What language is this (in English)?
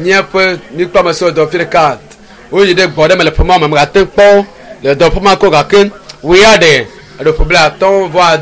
Ewe